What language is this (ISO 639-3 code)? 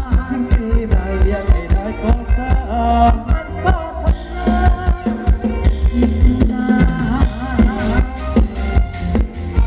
tha